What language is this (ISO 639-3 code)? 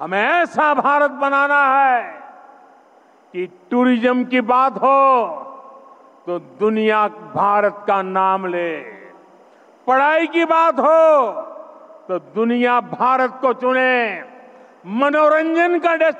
hin